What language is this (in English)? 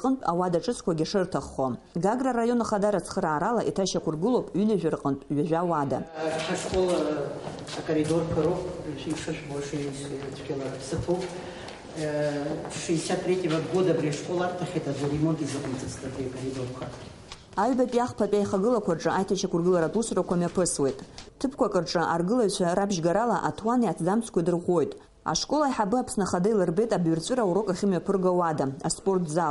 Abkhazian